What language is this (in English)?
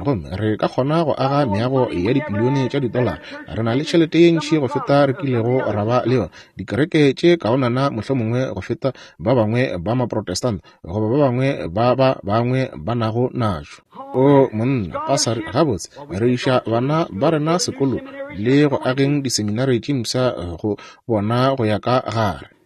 Northern Sotho